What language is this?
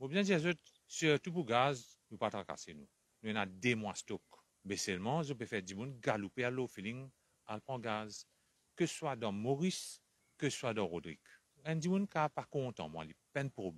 Morisyen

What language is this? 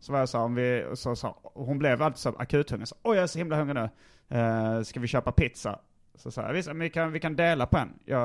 Swedish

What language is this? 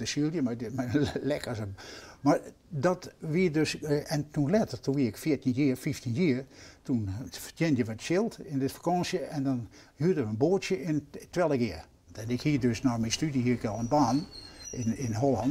Western Frisian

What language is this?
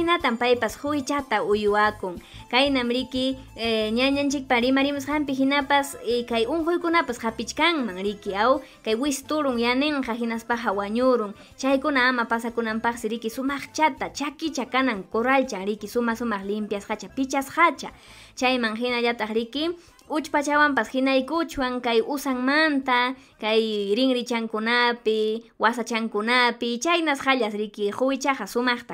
Ayacucho Quechua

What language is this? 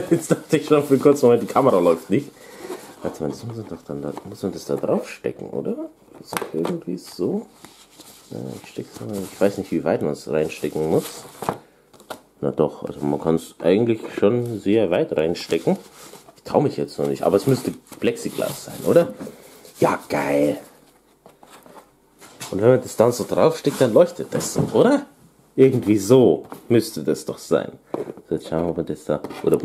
German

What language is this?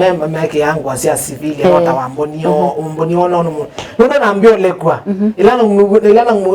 Kamba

